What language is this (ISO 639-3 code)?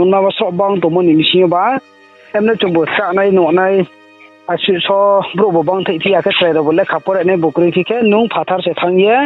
ria